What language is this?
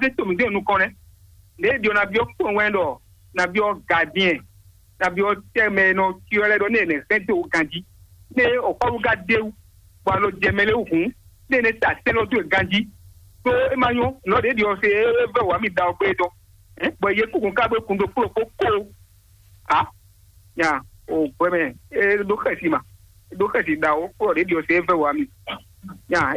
Fon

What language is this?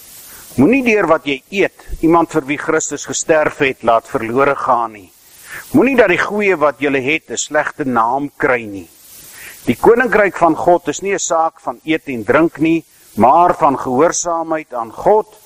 Afrikaans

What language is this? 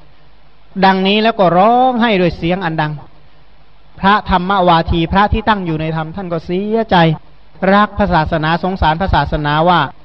Thai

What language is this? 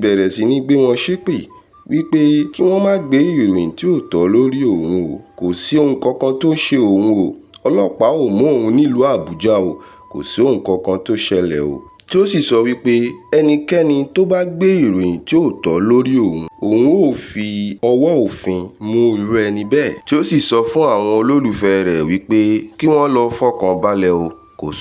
Yoruba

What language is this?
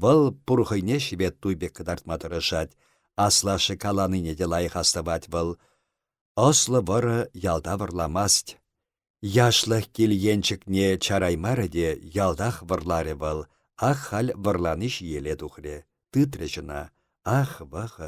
Chuvash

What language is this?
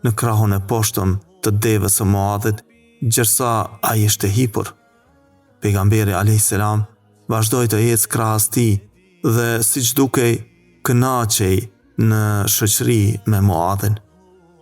Albanian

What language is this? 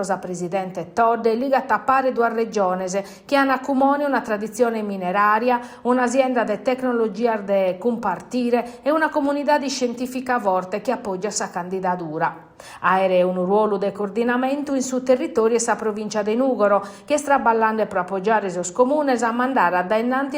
Sardinian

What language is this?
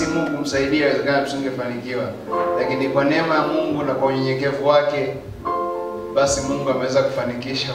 Swahili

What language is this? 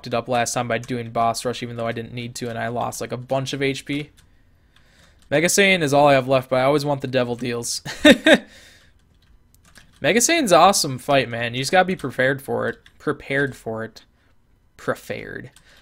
English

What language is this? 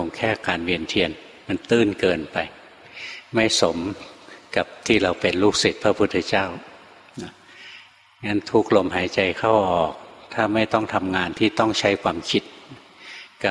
Thai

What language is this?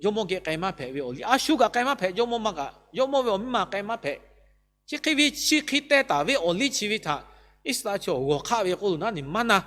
Lahu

